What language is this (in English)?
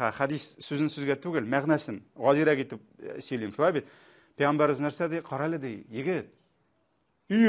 Tatar